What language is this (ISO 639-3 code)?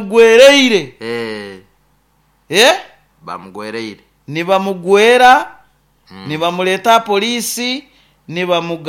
nyo